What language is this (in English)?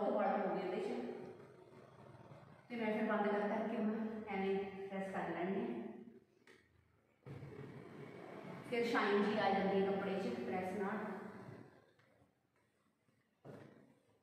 Punjabi